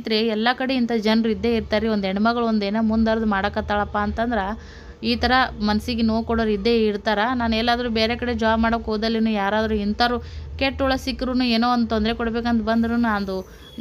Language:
Kannada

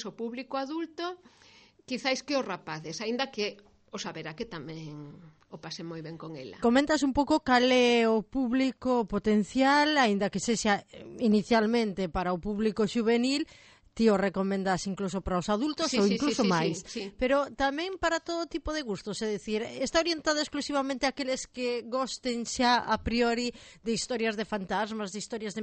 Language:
Galician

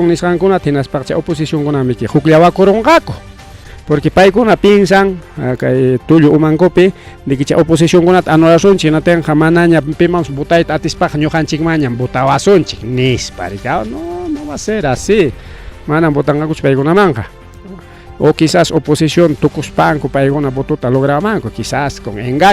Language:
Ayacucho Quechua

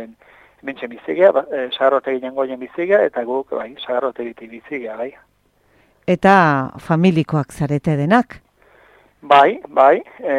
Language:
Basque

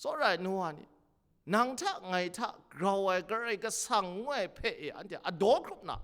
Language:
Kachin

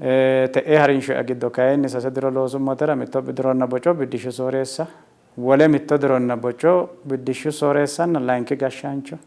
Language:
Sidamo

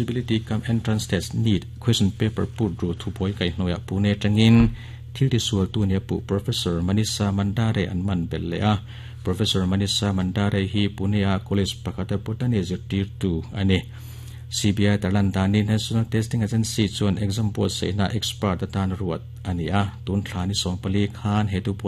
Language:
Mizo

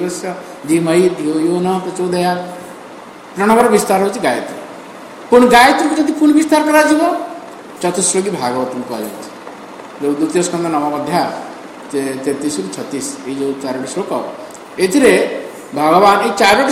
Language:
Odia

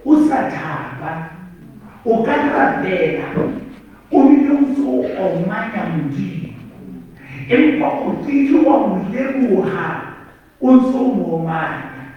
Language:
Southern Sotho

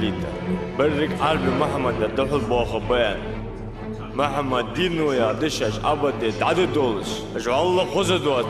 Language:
Ingush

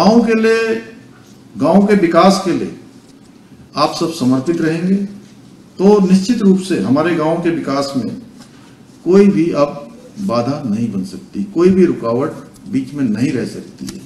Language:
Hindi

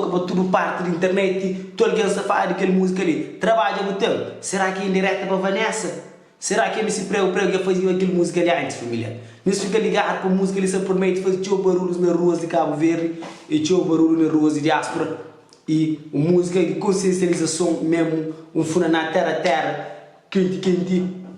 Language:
Kabuverdianu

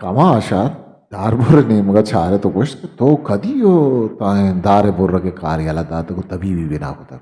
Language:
Eastern Balochi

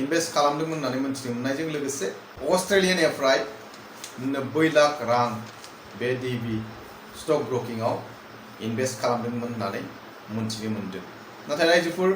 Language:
Bodo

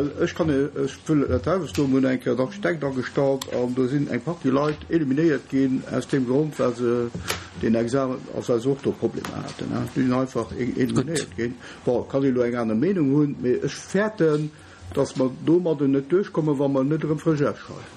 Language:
Luxembourgish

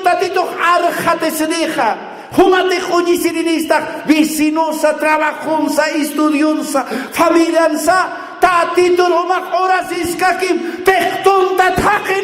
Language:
Aymara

